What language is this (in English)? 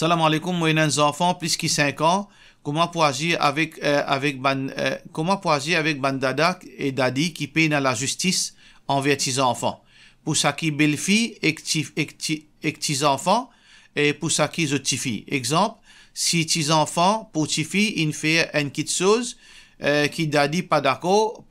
Morisyen